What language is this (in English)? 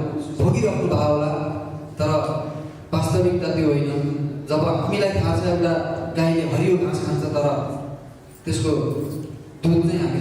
Nepali